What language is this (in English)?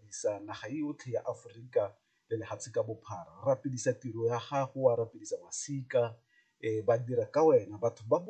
Tswana